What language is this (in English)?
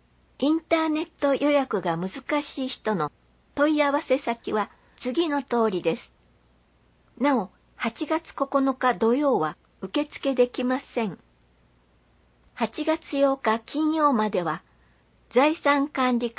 Japanese